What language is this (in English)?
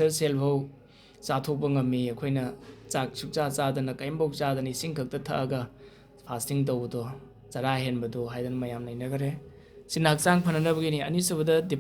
Manipuri